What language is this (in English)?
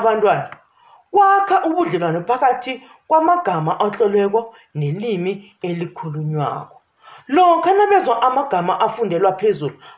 South Ndebele